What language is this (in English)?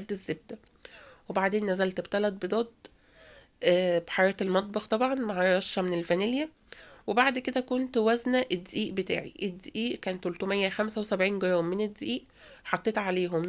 Egyptian Arabic